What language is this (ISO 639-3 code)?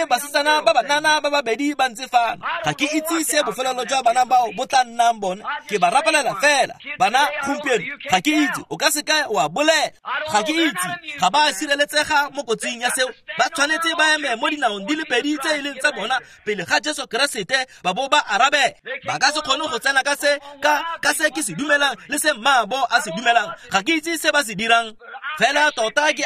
tsn